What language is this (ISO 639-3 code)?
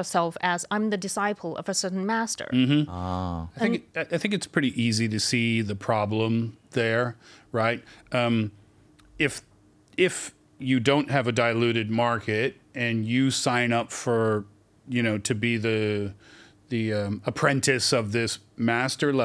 eng